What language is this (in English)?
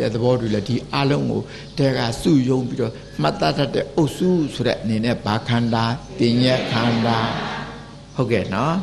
Burmese